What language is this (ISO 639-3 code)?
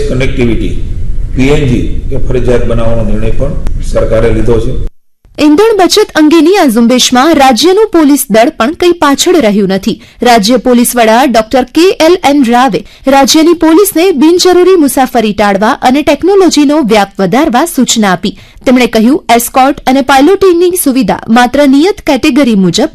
guj